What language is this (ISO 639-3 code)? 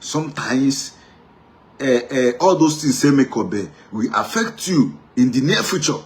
ibo